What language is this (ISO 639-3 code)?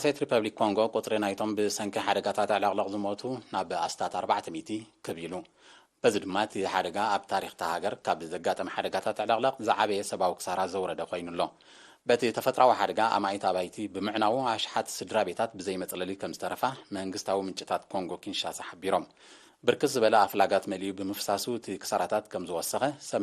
tir